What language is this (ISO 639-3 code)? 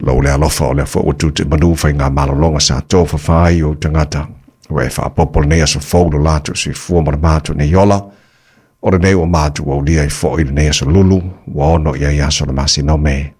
smo